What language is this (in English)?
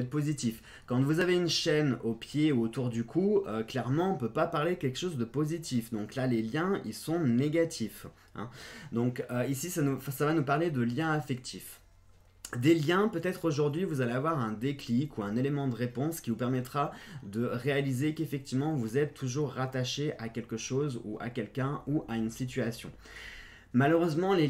French